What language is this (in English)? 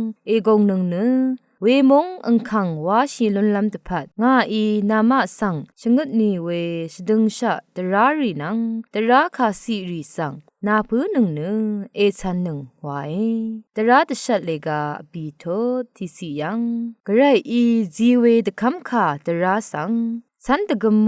Rawang